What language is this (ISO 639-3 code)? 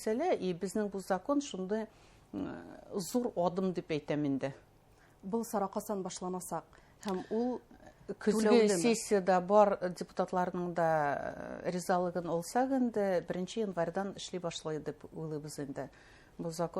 bak